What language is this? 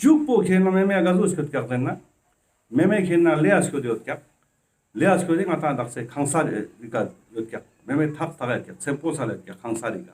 Ladakhi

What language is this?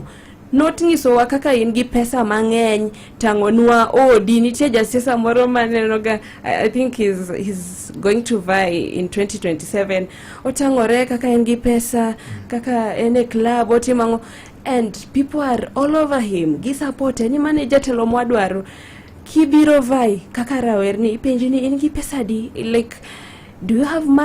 Luo (Kenya and Tanzania)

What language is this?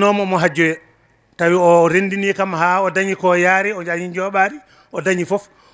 Fula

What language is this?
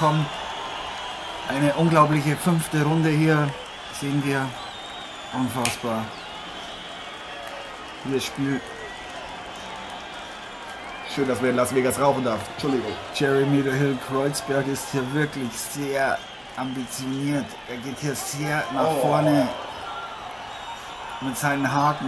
German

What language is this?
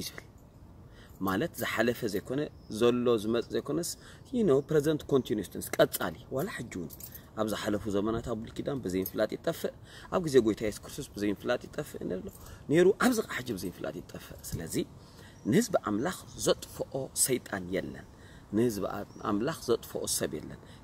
Tigrinya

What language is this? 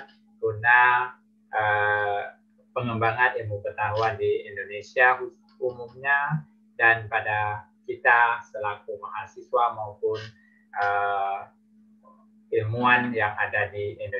Indonesian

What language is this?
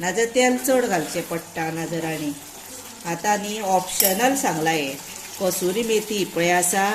Konkani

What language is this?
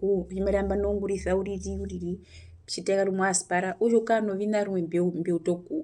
Herero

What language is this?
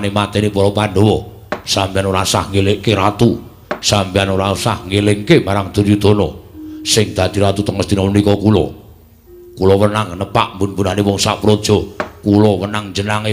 Javanese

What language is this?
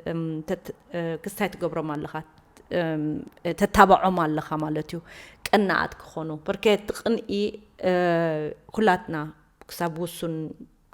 Tigrinya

